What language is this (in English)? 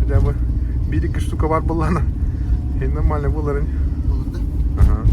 Yakut